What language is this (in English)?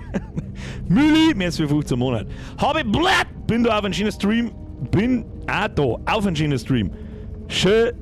Bavarian